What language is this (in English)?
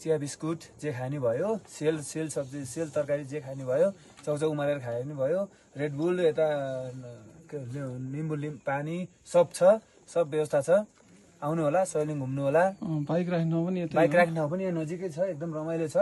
Nepali